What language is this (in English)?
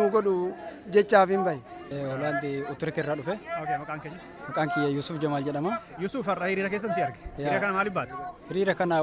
Oromo